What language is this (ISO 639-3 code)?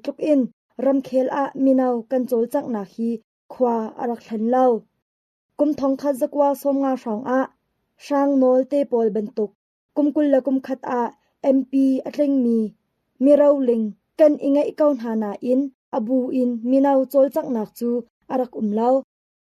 cnh